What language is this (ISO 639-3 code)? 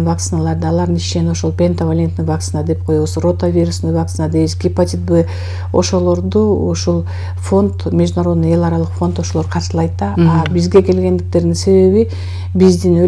kir